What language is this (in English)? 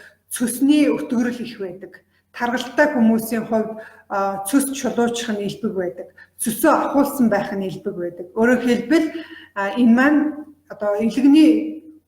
Mongolian